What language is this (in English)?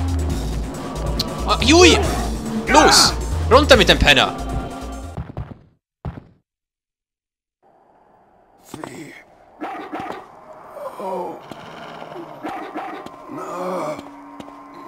German